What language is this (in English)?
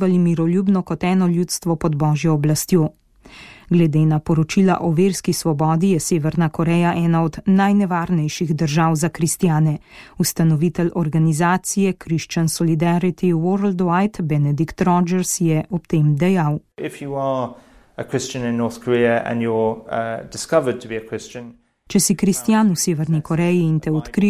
Slovenian